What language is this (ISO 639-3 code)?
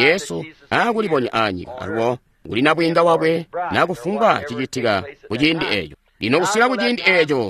toi